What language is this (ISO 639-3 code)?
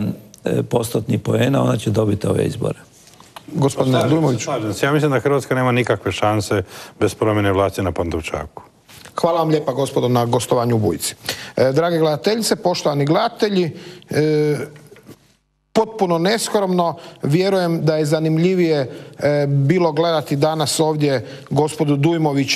hrv